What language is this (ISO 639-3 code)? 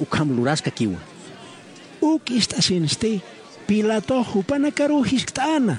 aym